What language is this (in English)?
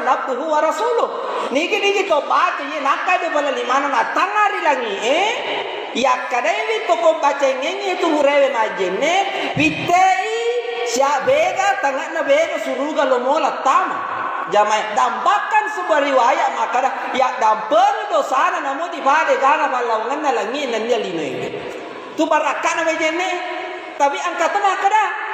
Buginese